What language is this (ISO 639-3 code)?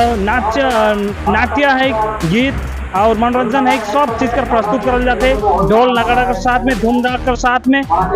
sck